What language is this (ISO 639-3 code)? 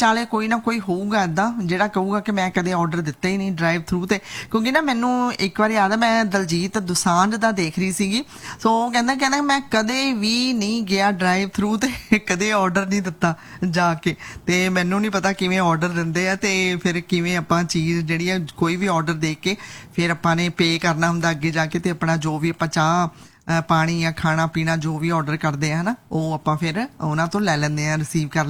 pan